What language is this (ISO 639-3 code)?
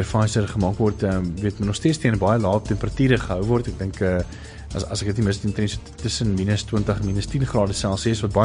afr